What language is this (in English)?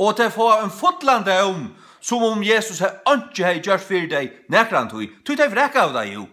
Faroese